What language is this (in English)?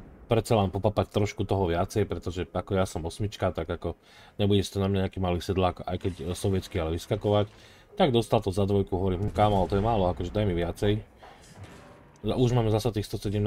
Slovak